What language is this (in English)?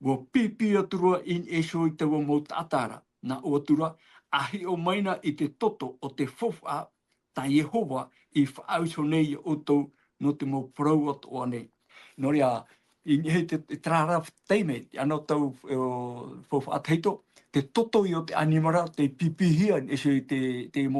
Tahitian